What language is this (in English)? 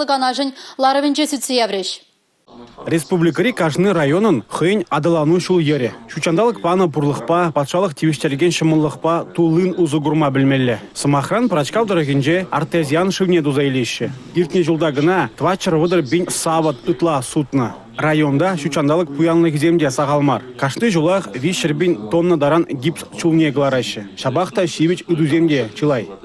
Chuvash